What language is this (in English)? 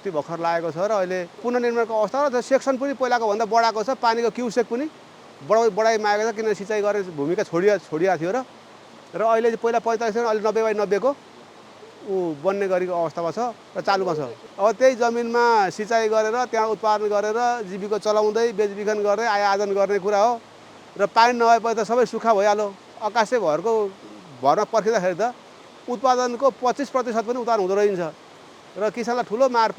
Nepali